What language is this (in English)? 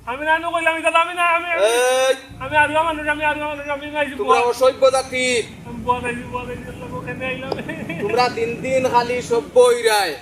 Sylheti